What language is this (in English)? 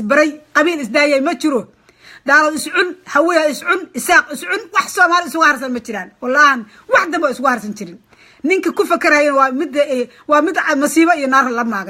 Somali